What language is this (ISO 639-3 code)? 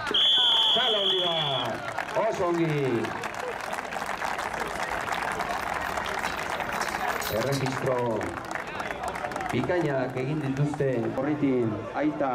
eus